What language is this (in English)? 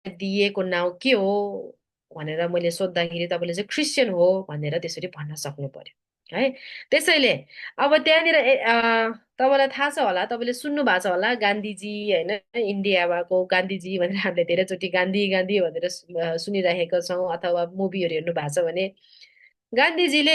Nepali